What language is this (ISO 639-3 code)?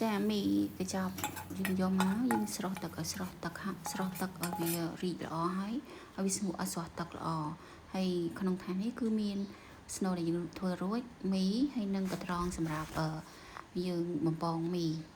khm